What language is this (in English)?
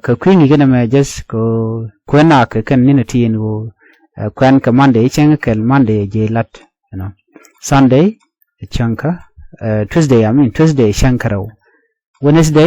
Nuer